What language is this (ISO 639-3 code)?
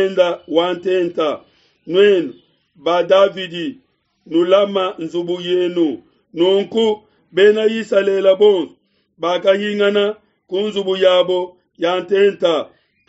lua